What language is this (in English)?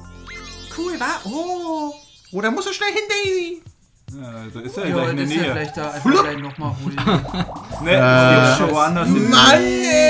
German